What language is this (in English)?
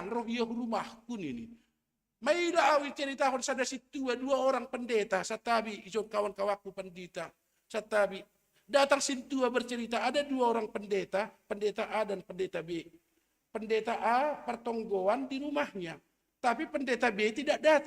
Batak Simalungun